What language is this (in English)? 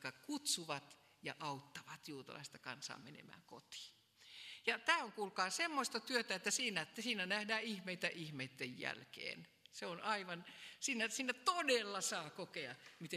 Finnish